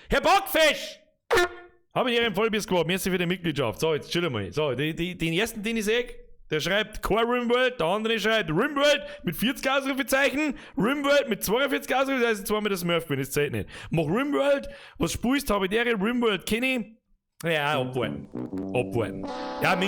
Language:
Bavarian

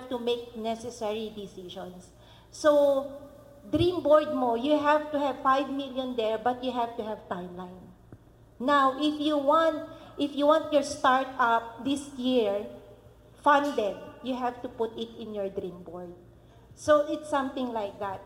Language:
Filipino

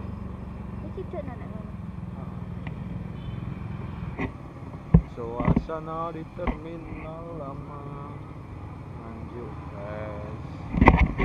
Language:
Javanese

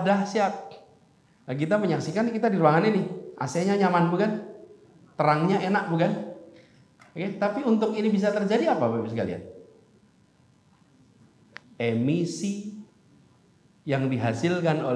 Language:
Indonesian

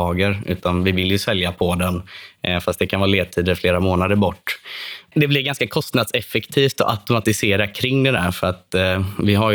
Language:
Swedish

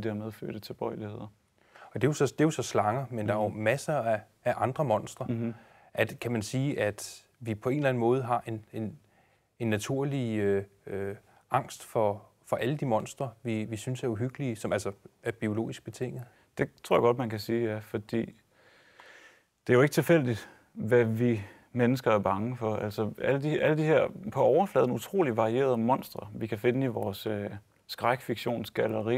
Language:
Danish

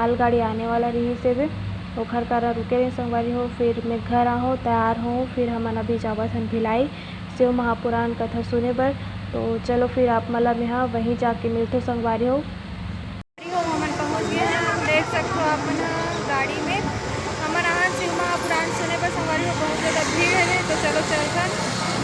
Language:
Chhattisgarhi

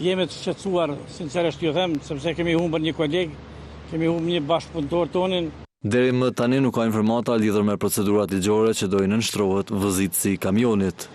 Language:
Albanian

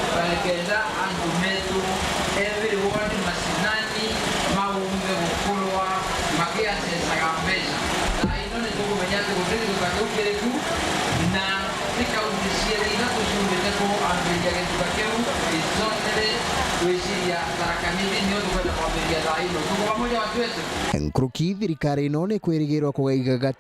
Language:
Meru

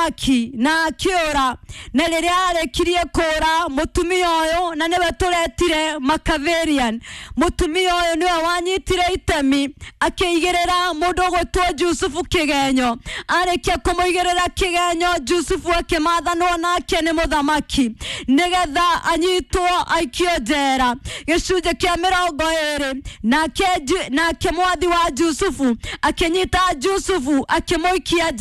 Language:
Kikuyu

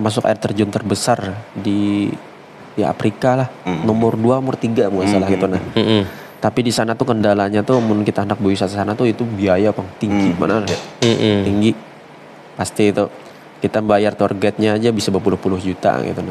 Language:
Banjar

